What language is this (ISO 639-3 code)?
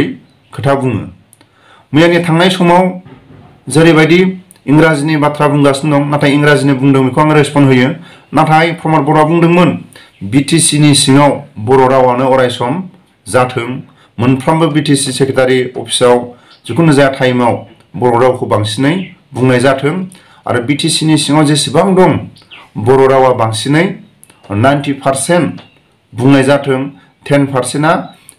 brx